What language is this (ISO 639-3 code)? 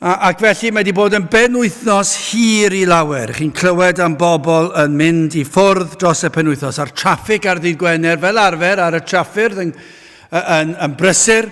cym